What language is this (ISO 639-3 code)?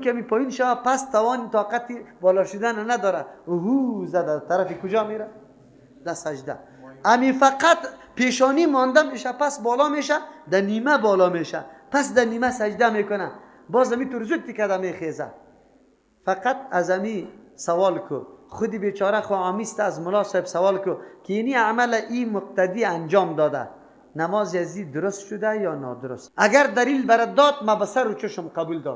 fas